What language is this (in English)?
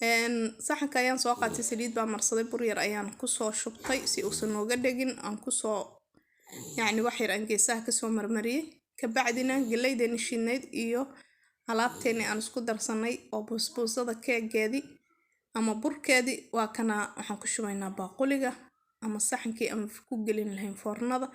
Somali